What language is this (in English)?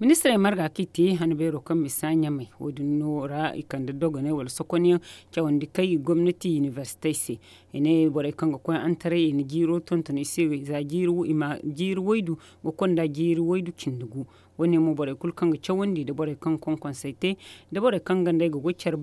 Zarma